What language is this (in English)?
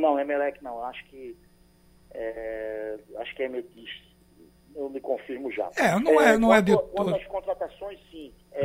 Portuguese